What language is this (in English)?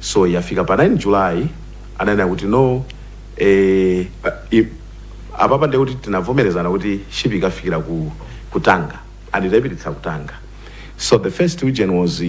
Nyanja